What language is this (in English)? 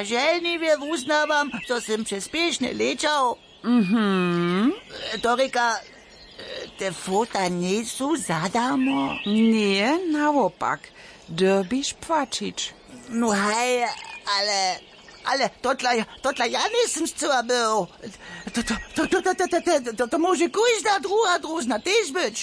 Upper Sorbian